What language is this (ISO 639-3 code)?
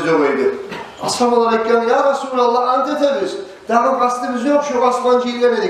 kum